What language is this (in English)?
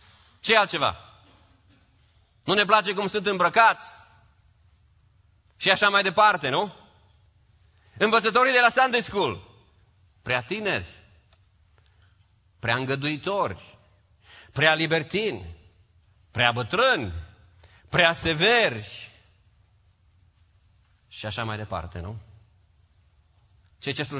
Romanian